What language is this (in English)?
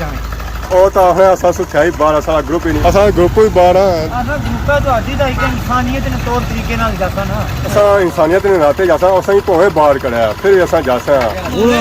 Pahari-Potwari